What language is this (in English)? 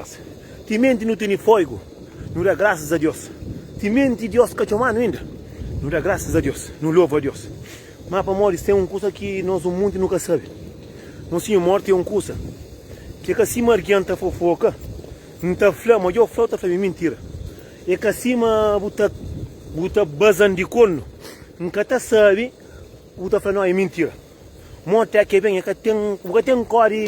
Kabuverdianu